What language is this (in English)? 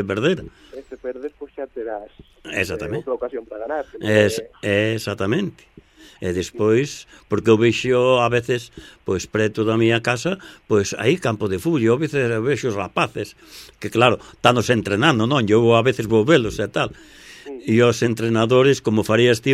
Galician